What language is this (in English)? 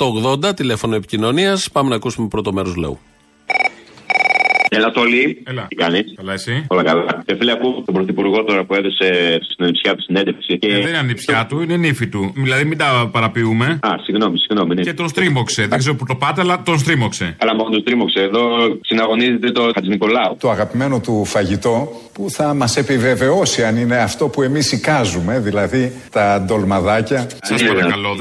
Greek